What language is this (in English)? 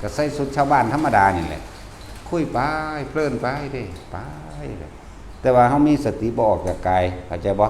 Lao